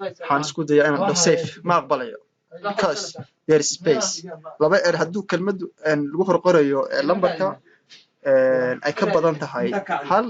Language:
Somali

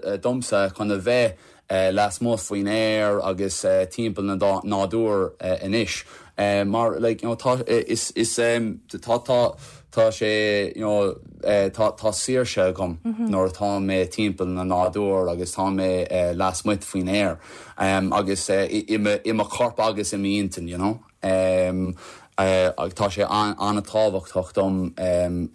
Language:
Irish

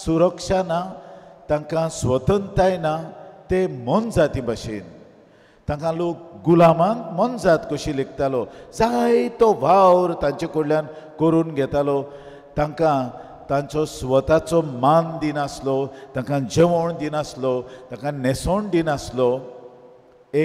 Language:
Konkani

